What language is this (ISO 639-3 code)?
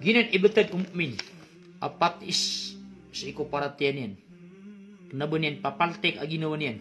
mrw